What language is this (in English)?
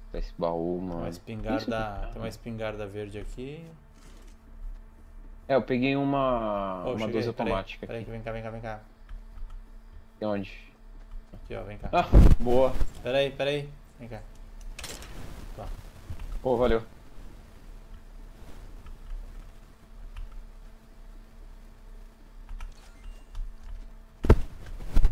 Portuguese